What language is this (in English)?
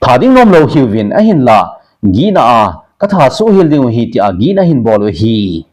Thado Chin